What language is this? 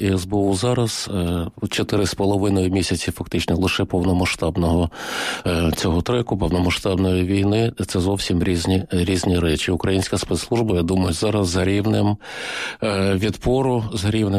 Ukrainian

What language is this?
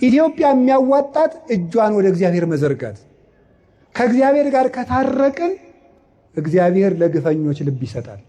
Amharic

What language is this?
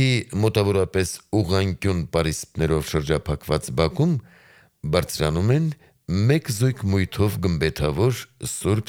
Armenian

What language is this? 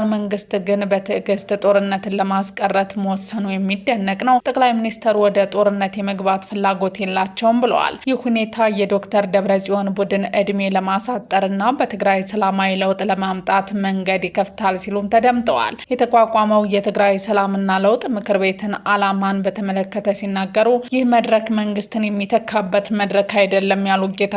Amharic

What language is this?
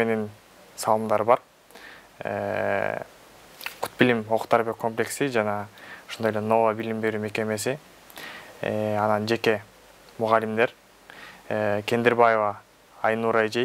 Kyrgyz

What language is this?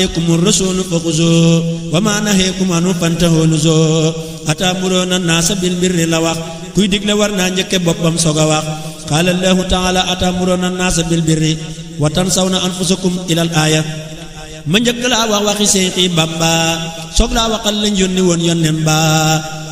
Wolof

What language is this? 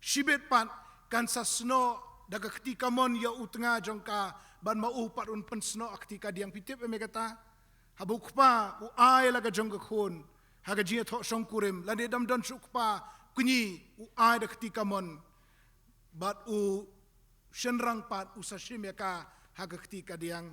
Khasi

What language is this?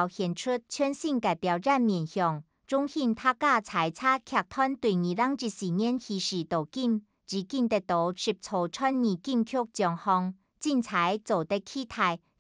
Hakka Chinese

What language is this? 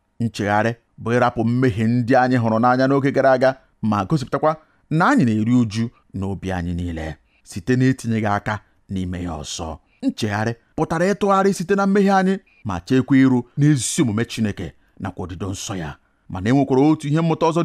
Igbo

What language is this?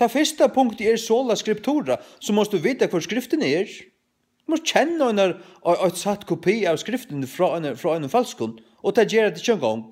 Faroese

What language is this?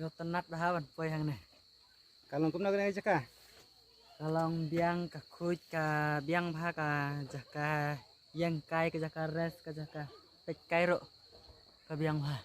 Khasi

